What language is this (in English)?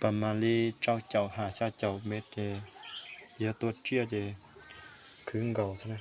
Hmong